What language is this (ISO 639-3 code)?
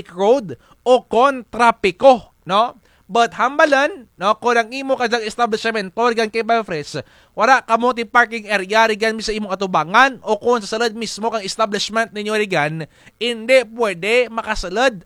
krj